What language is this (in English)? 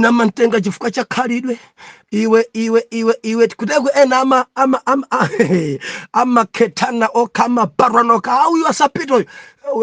Nyanja